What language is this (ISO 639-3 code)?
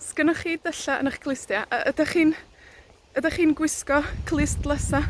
cym